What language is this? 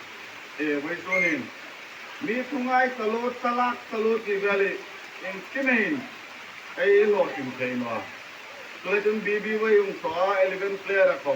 Hmar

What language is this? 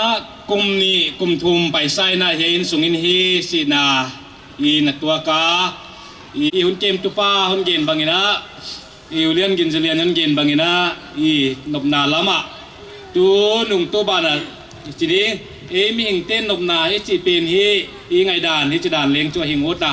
Paite Chin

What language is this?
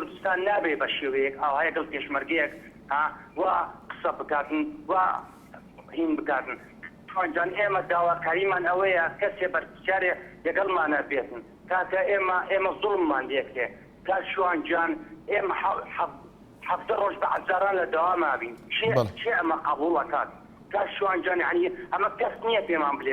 Central Kurdish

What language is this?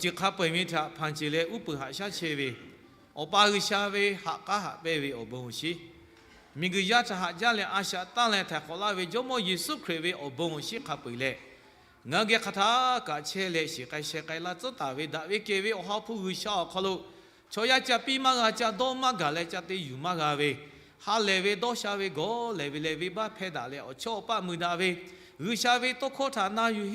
Lahu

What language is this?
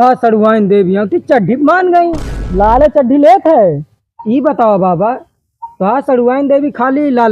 Awadhi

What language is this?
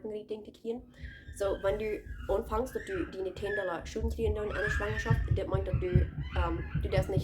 Plautdietsch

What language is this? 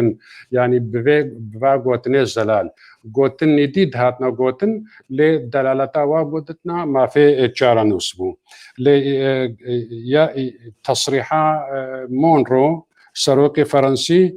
Kurdish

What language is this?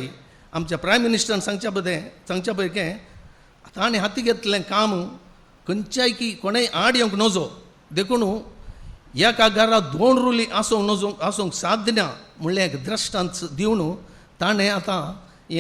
Konkani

